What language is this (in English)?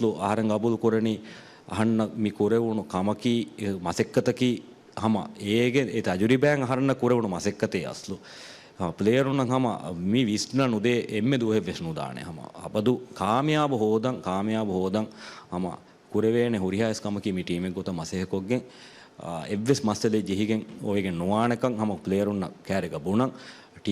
Divehi